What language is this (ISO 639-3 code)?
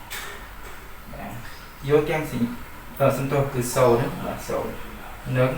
khm